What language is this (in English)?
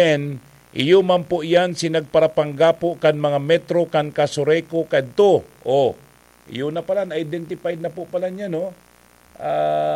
Bikol